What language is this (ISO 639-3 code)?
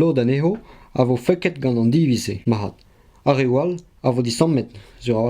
bre